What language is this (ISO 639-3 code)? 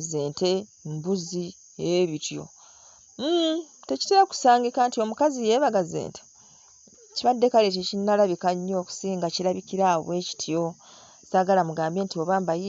lug